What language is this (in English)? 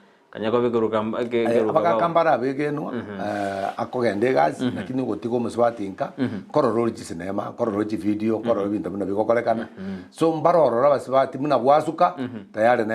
Gusii